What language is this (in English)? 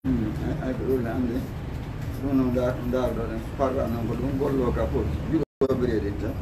Fula